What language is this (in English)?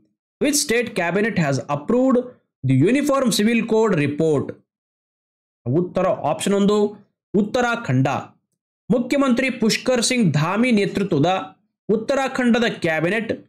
Kannada